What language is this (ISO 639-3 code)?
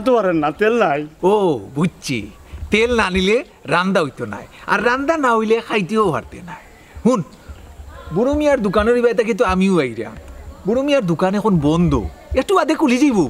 syl